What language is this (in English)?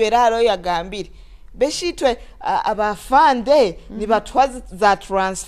Nyoro